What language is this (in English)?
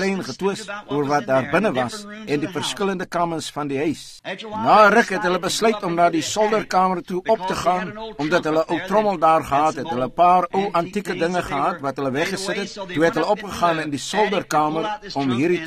Afrikaans